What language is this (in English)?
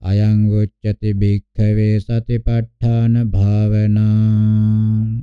Pali